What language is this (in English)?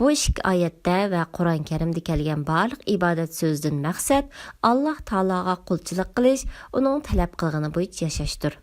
Uyghur